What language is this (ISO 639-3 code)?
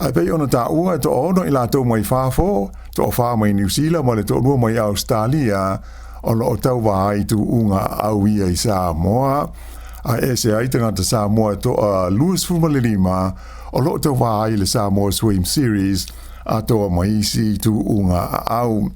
smo